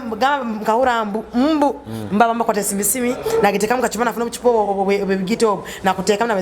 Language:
Nyoro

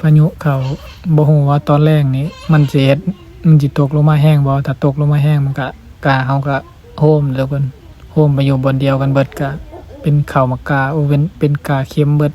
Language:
Lao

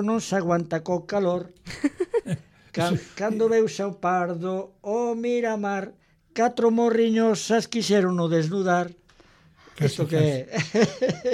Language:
Galician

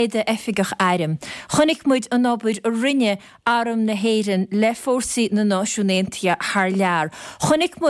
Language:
Irish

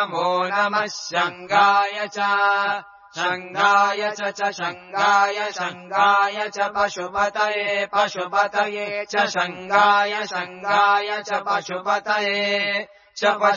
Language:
Sanskrit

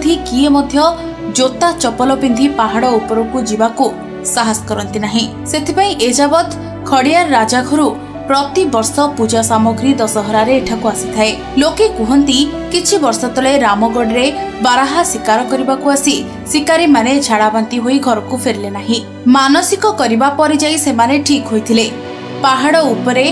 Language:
Odia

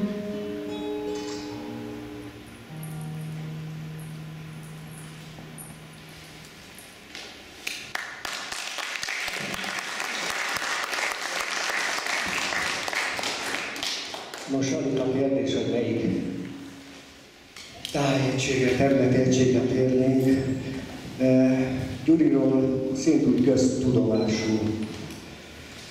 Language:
Hungarian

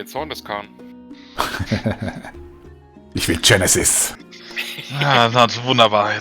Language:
Swiss German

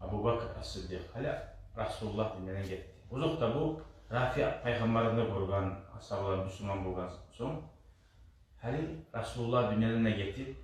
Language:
Kumyk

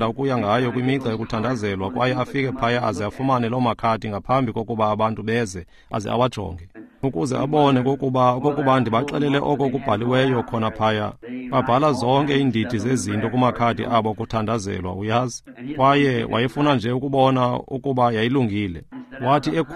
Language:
Xhosa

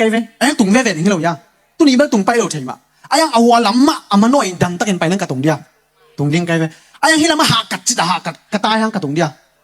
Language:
Tedim Chin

